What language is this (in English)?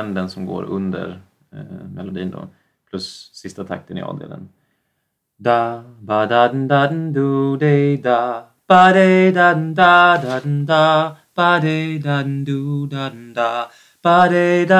Basque